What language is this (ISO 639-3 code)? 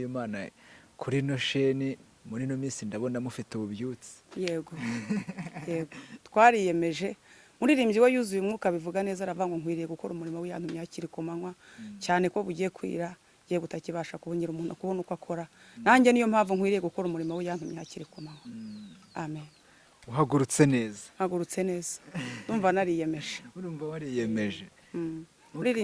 kin